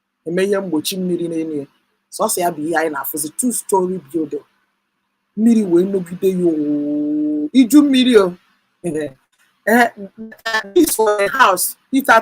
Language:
Igbo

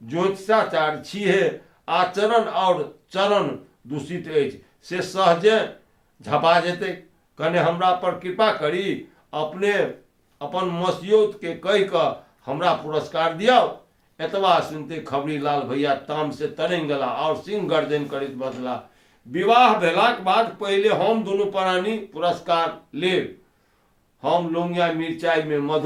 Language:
Maithili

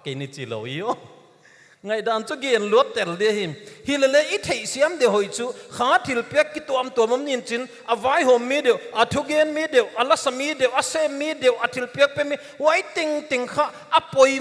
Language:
Paite Chin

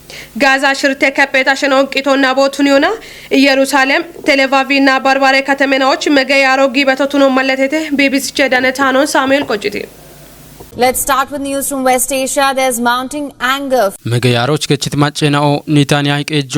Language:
Kafa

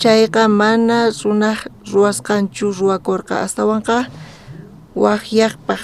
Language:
South Bolivian Quechua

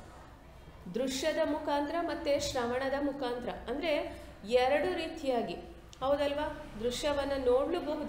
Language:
Kannada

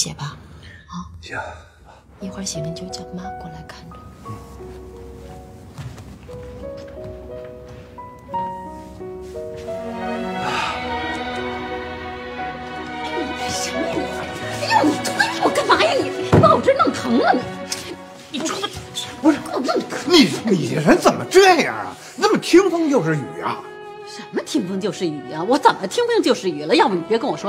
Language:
Chinese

